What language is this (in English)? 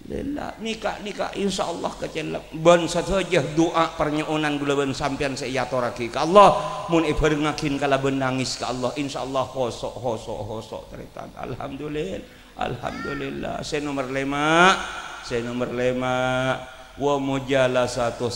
Madurese